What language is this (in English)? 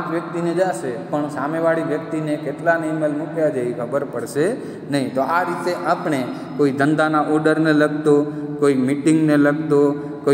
Gujarati